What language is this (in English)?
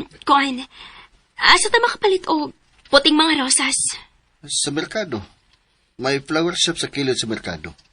Cebuano